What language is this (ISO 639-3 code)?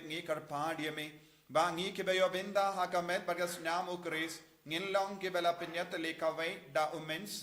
kha